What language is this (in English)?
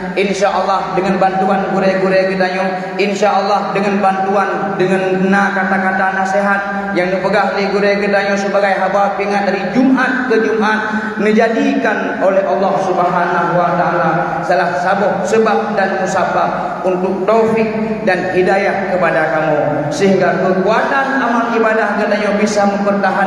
Achinese